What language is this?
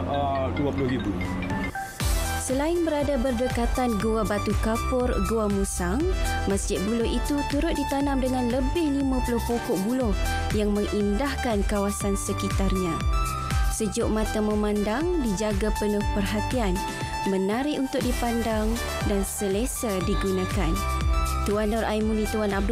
Malay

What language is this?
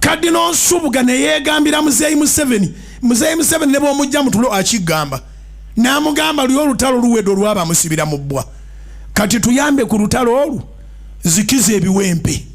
Ganda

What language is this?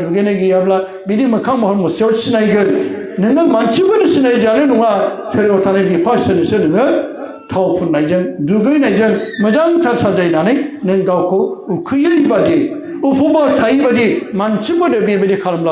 Bodo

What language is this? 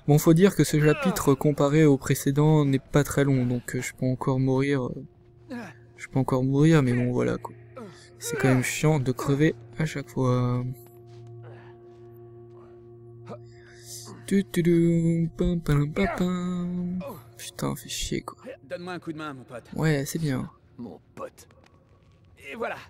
French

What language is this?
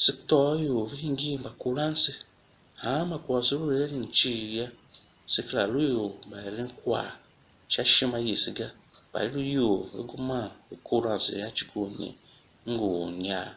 Tiv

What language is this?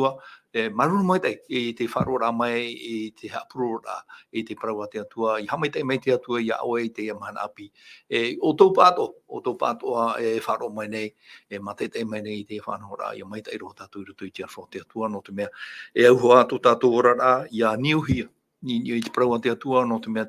Tahitian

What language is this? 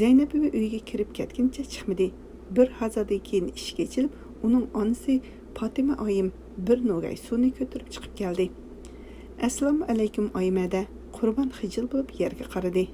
Uyghur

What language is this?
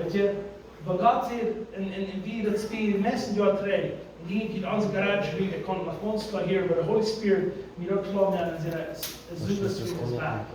Plautdietsch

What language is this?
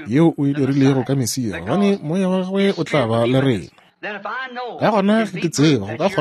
Northern Sotho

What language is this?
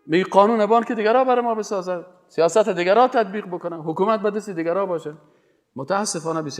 Persian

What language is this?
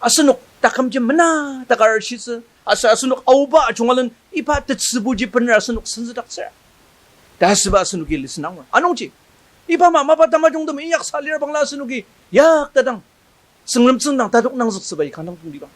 Ao Naga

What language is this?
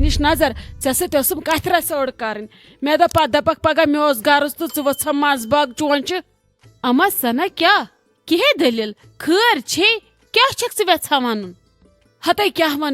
Kashmiri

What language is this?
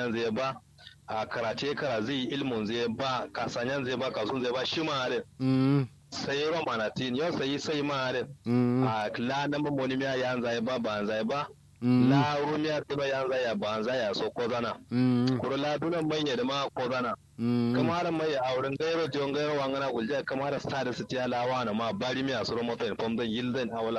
Kanuri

